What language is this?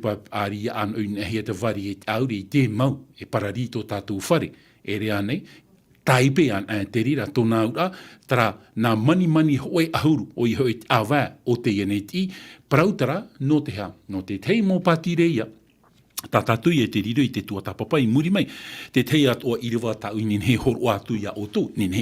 Tahitian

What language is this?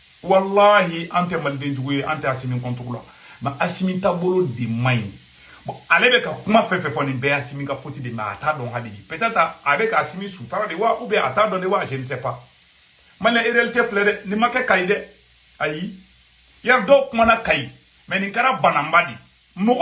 Bambara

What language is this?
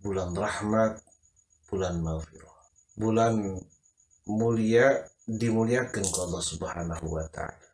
Sundanese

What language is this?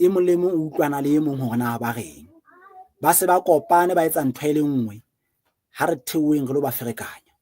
Southern Sotho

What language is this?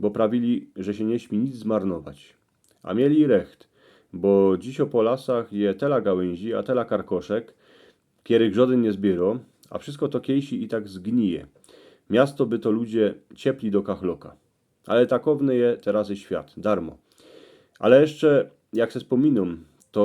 Silesian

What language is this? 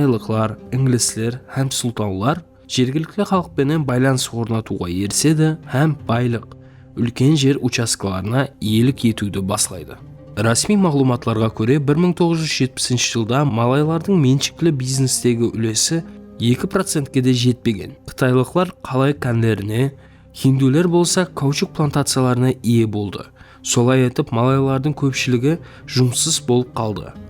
Kara-Kalpak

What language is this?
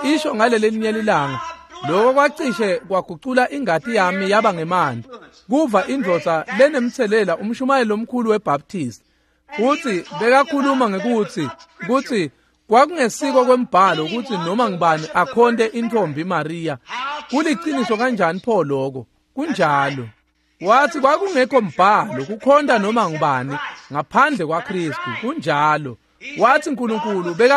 Swati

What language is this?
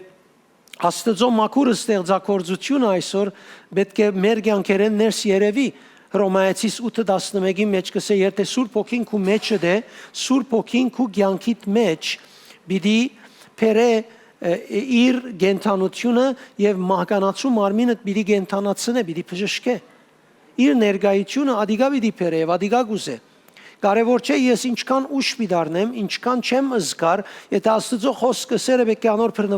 Western Armenian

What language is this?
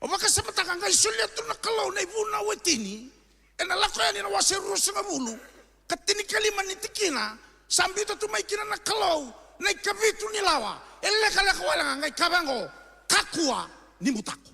Fijian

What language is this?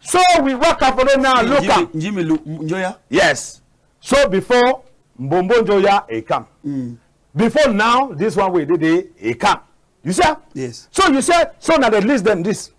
Cameroon Pidgin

